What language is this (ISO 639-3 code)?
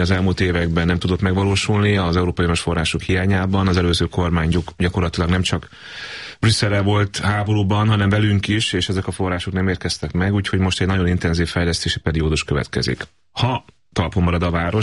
hun